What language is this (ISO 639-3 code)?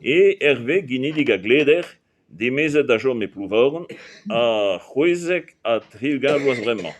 bre